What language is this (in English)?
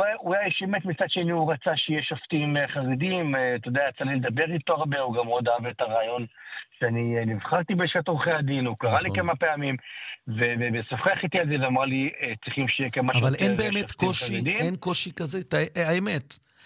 Hebrew